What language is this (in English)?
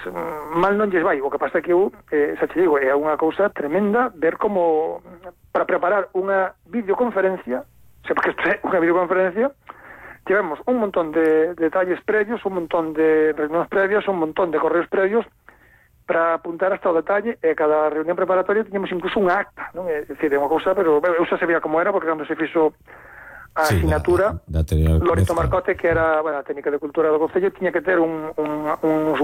Galician